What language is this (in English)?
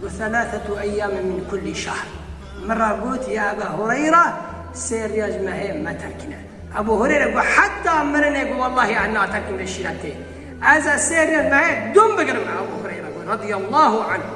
Kurdish